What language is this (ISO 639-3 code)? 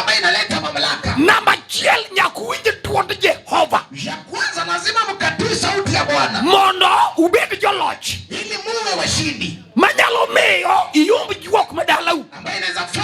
luo